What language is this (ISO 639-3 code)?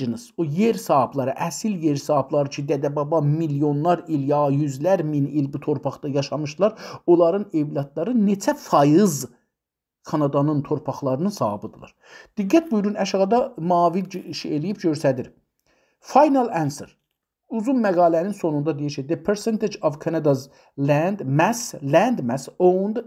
azb